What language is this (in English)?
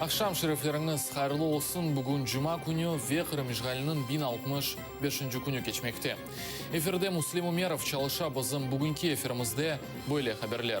Crimean Tatar